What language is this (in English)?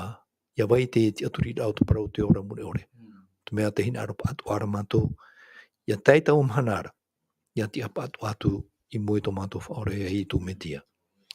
Tahitian